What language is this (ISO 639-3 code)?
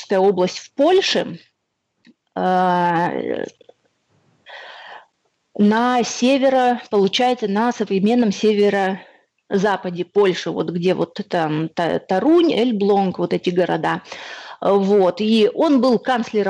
rus